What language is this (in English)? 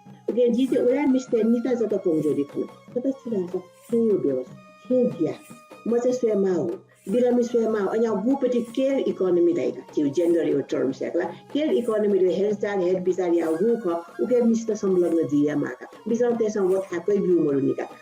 Newari